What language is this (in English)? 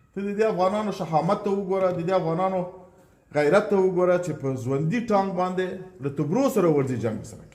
Pashto